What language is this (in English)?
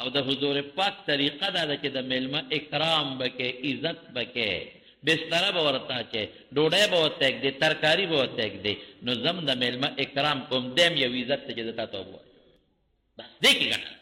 Pashto